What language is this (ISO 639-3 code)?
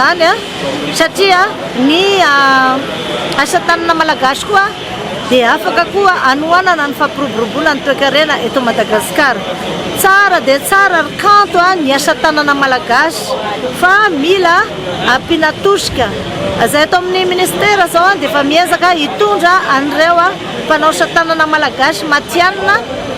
mlg